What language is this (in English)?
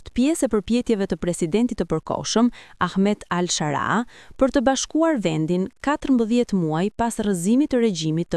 Albanian